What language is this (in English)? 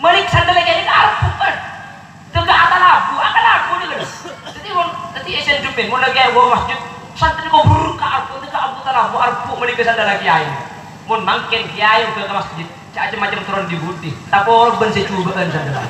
Madurese